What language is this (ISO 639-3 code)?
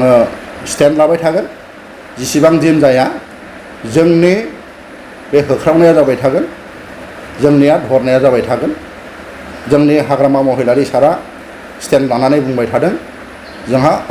brx